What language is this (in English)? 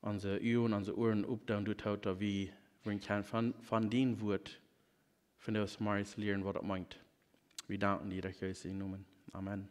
Plautdietsch